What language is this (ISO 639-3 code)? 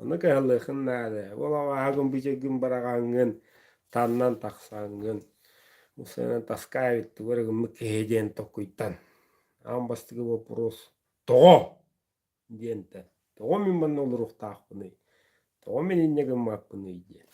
sah